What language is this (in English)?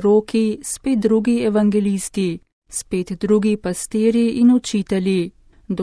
Slovenian